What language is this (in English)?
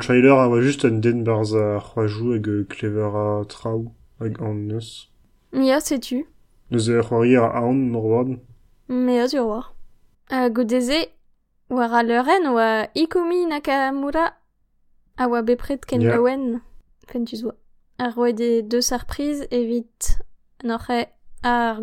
Breton